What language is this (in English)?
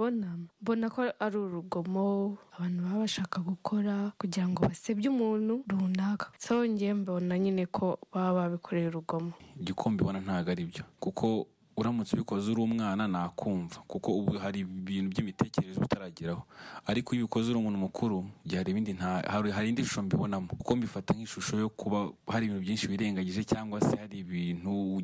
Kinyarwanda